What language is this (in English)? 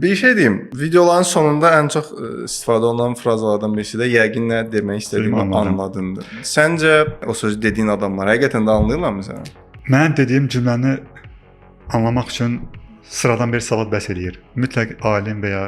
Azerbaijani